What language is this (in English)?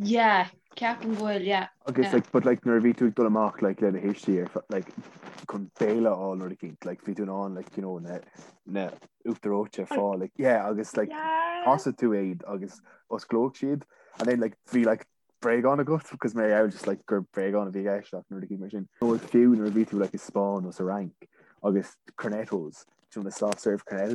Irish